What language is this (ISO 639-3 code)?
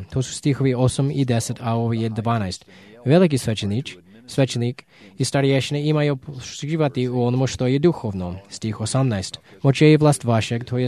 hrv